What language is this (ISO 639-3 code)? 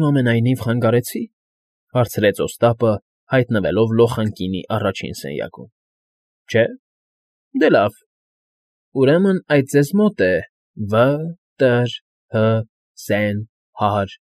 hye